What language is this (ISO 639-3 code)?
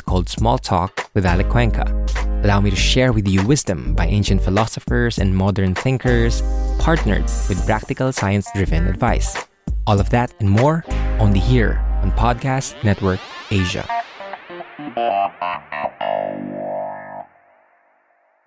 eng